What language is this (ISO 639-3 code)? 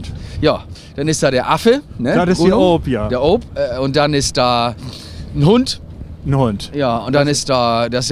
nds